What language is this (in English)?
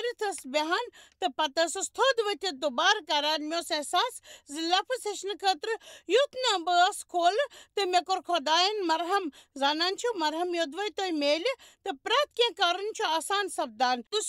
Kashmiri